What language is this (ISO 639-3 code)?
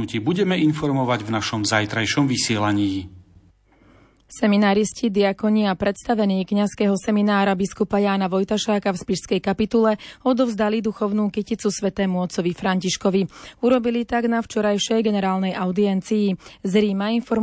slk